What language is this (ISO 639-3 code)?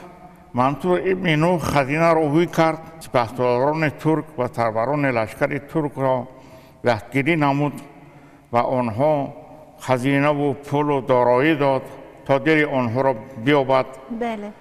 tgk